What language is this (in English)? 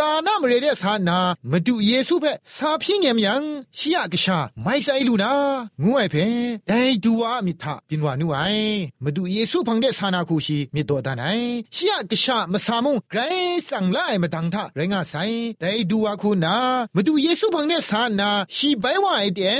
Thai